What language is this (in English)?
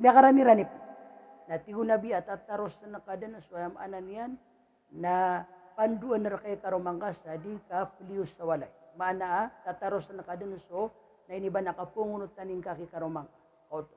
Maranao